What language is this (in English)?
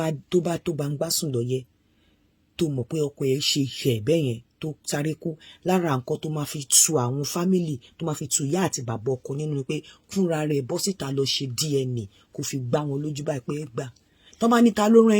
Yoruba